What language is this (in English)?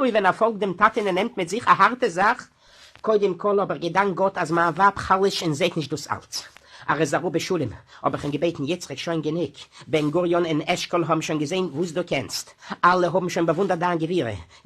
Yiddish